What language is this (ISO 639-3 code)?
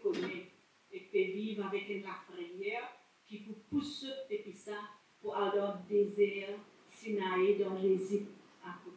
mfe